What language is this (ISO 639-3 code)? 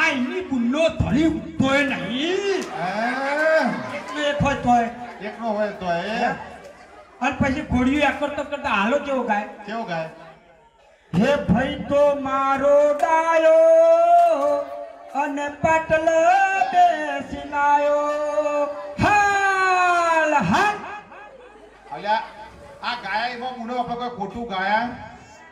guj